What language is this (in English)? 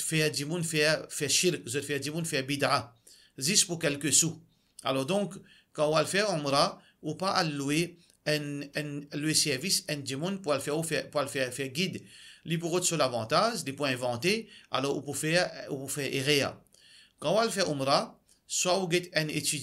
Morisyen